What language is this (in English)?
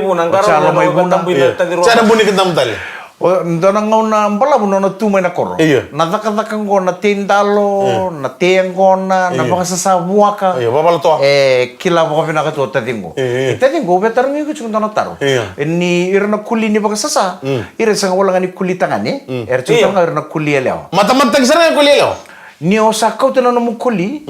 Fijian